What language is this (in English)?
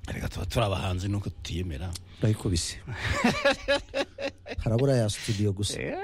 Kinyarwanda